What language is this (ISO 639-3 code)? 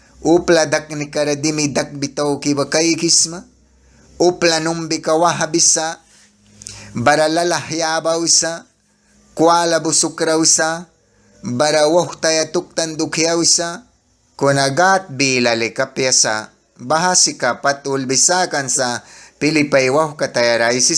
miq